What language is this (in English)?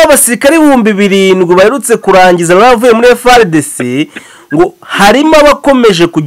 Kinyarwanda